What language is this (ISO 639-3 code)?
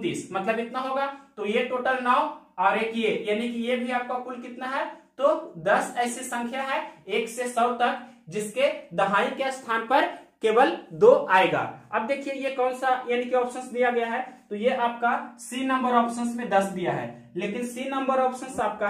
hin